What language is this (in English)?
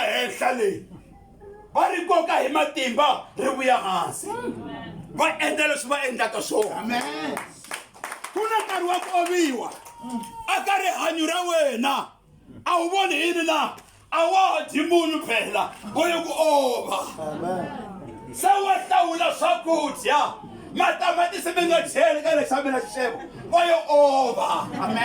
Tsonga